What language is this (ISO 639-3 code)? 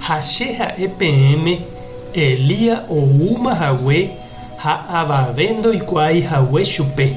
grn